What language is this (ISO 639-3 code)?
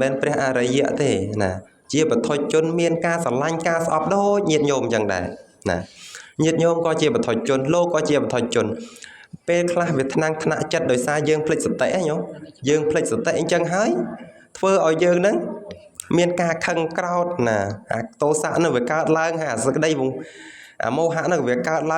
khm